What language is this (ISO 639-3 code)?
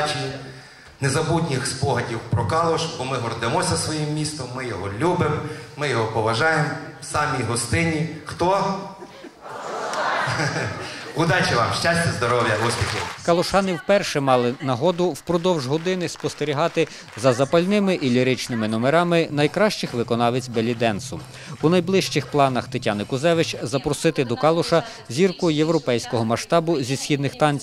ukr